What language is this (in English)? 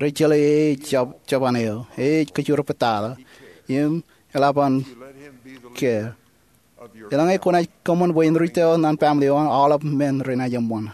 Marshallese